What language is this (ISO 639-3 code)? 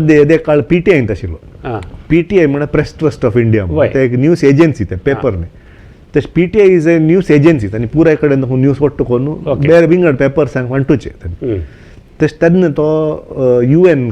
kok